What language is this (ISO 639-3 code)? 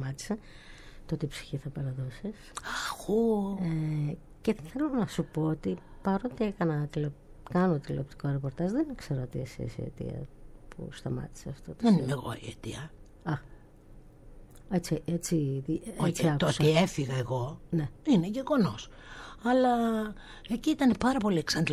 ell